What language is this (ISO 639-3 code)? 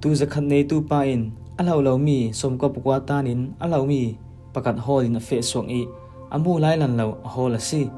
cfm